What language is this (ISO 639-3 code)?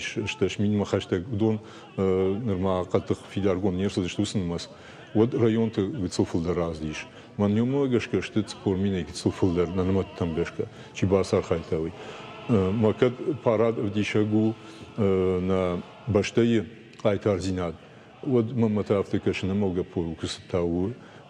oss